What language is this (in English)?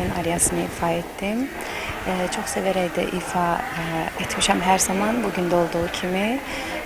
Azerbaijani